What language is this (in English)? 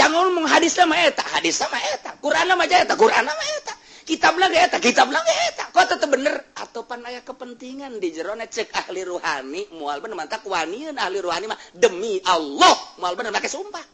Sundanese